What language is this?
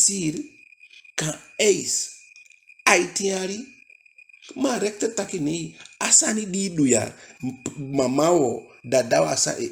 Eastern Maroon Creole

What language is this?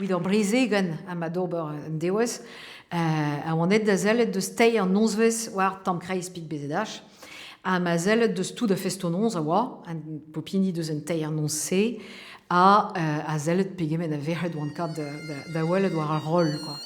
Breton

